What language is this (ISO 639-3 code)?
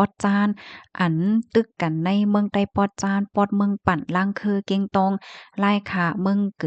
shn